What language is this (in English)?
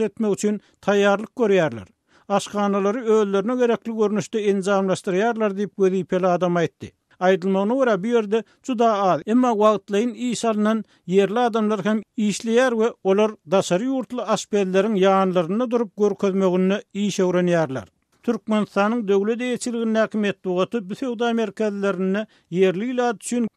Turkmen